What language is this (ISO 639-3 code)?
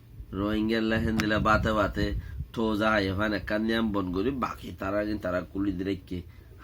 rhg